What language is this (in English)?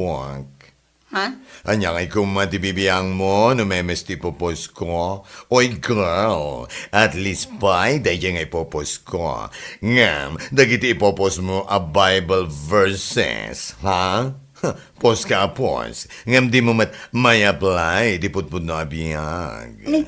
Iloko